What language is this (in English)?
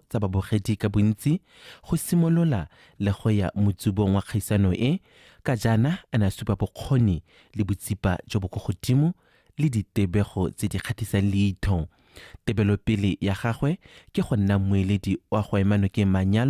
Tswana